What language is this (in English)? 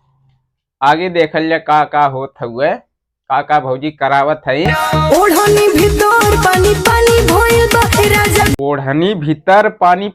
Bhojpuri